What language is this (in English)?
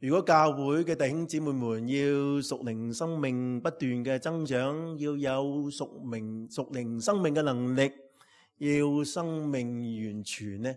Cantonese